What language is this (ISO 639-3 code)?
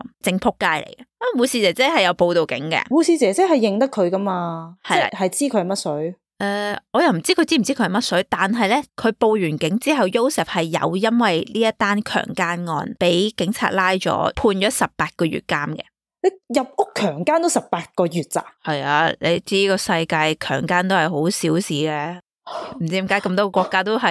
yue